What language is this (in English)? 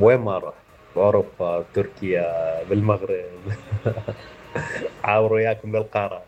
Mesopotamian Arabic